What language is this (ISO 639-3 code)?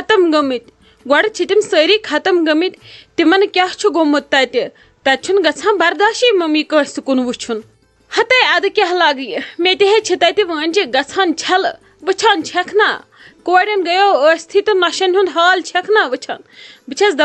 kas